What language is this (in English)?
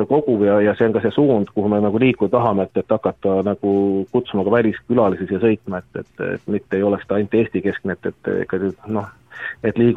Estonian